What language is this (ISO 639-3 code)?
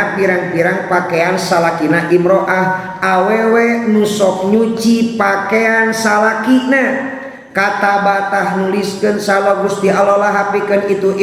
sun